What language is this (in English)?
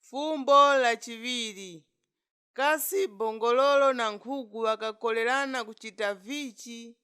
Nyanja